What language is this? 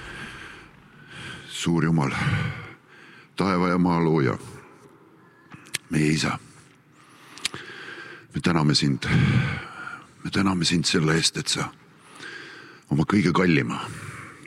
Estonian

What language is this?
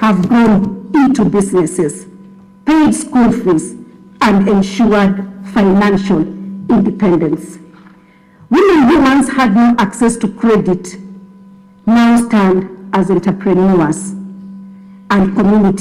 Kamba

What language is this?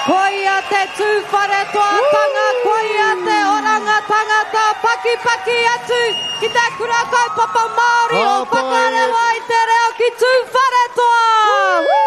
Māori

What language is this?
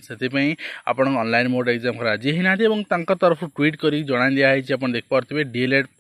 Odia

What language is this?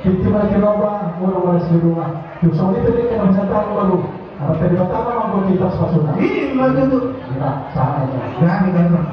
Batak Toba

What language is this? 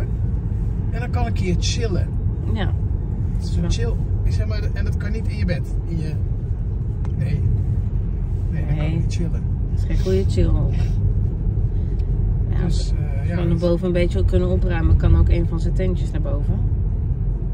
Dutch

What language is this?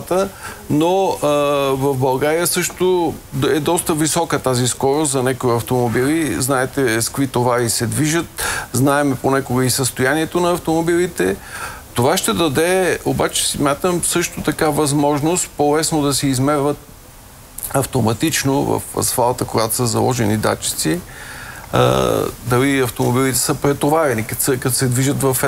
Bulgarian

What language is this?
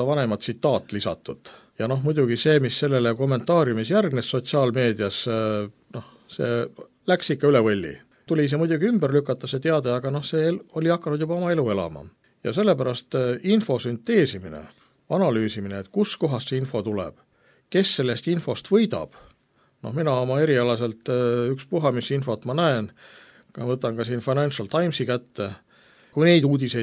Estonian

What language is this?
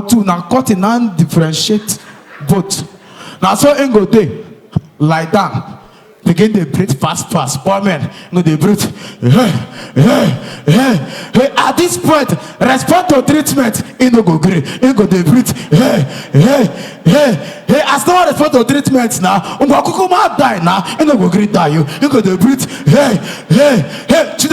Nigerian Pidgin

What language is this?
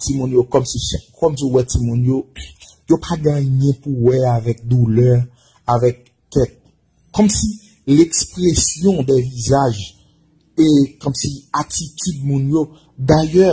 Haitian Creole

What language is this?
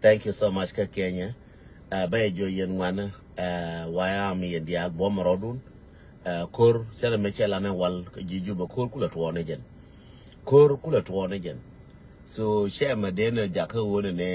Nuer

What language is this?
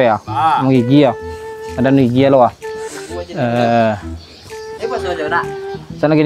Minangkabau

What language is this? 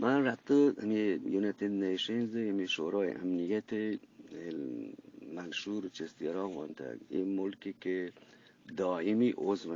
Eastern Balochi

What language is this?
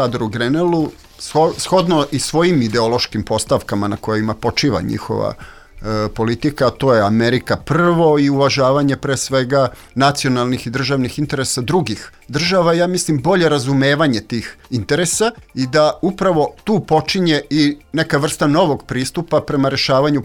Serbian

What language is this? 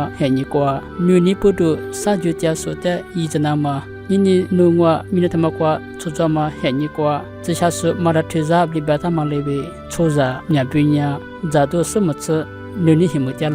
Lisu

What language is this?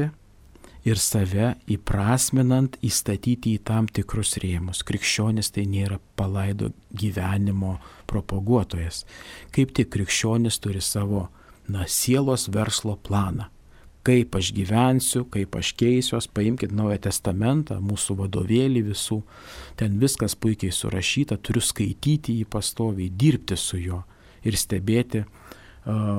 Lithuanian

